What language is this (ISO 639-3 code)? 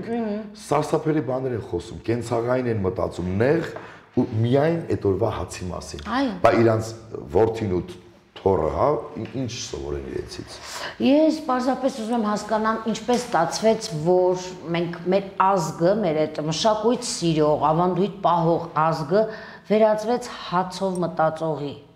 hye